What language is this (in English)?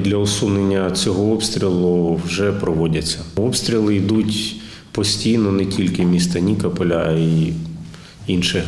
Ukrainian